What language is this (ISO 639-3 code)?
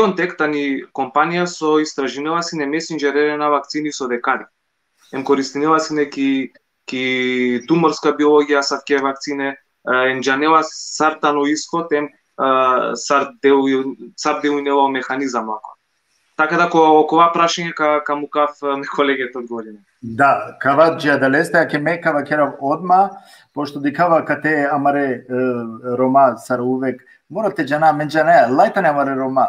rmn